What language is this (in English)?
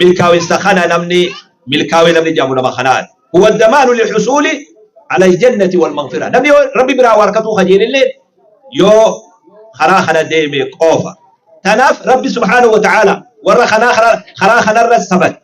Oromo